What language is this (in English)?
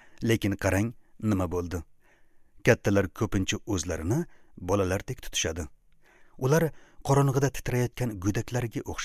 Uzbek